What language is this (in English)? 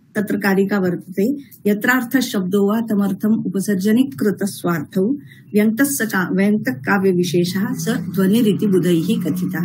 Sanskrit